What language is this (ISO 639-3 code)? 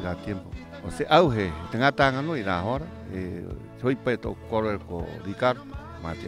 rap